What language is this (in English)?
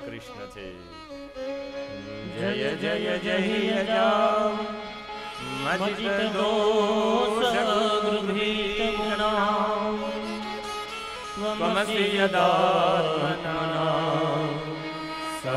Gujarati